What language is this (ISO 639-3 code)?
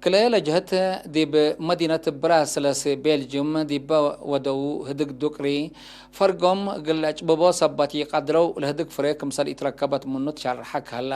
tig